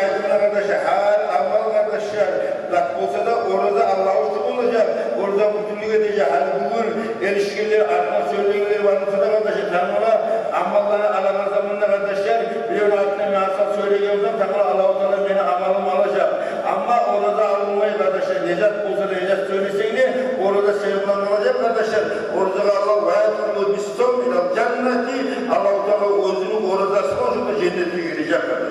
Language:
Kumyk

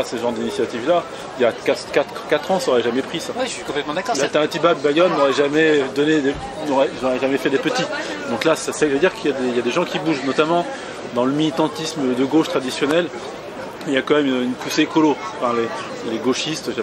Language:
French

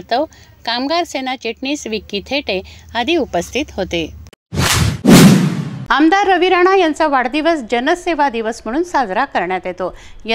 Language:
Marathi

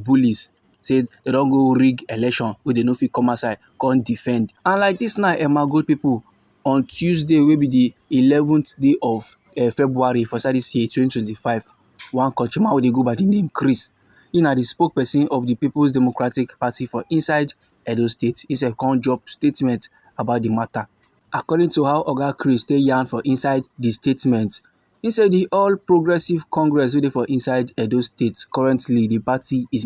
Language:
Nigerian Pidgin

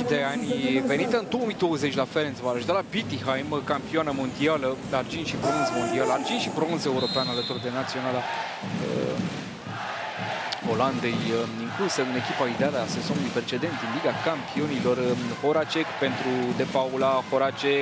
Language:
Romanian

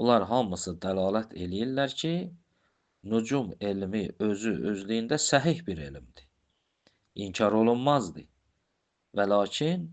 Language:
Azerbaijani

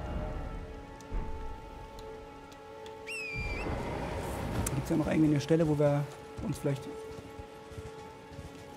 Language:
German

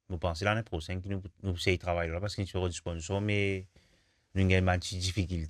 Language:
Morisyen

